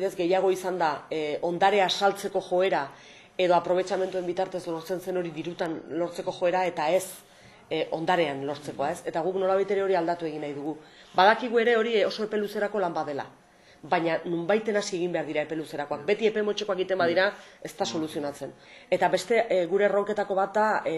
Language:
Basque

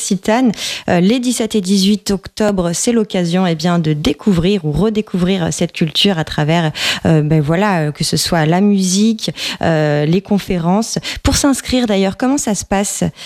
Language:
French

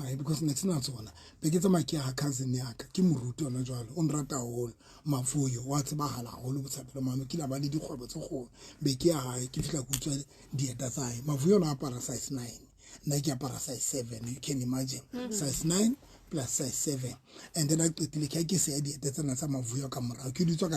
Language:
Southern Sotho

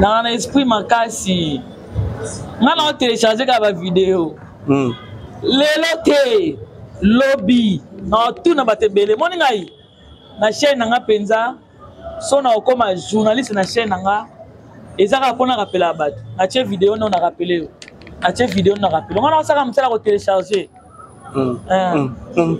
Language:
Lingala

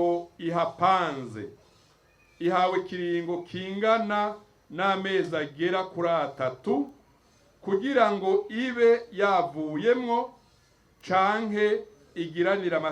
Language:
Rundi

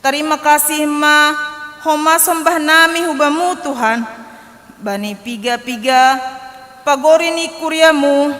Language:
Batak Simalungun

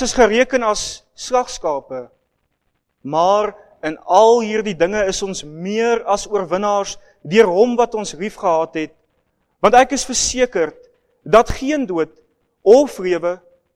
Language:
Afrikaans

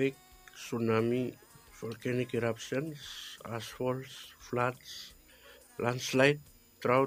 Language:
Bislama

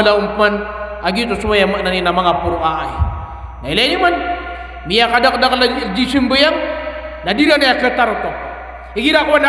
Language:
Maranao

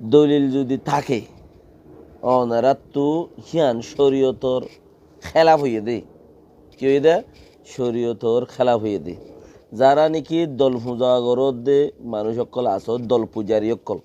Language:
Rohingya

